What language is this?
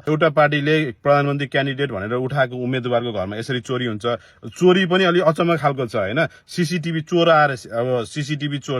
Nepali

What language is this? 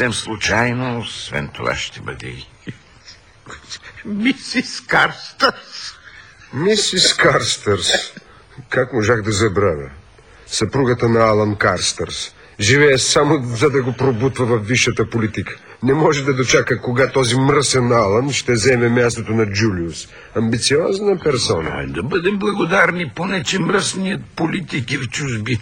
Bulgarian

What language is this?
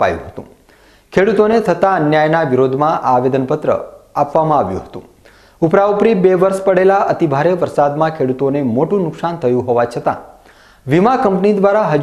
Gujarati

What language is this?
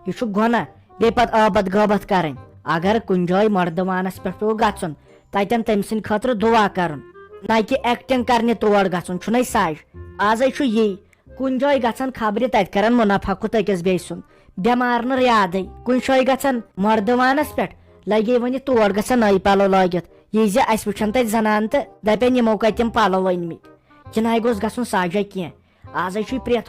Kashmiri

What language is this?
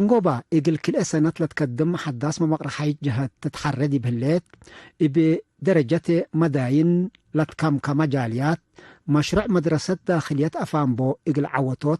Tigre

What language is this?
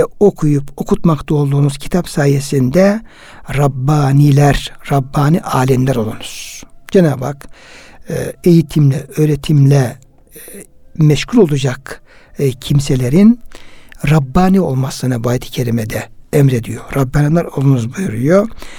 Turkish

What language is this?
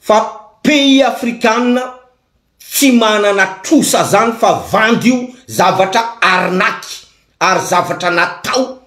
Malagasy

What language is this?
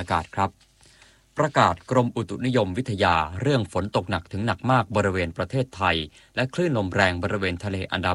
Thai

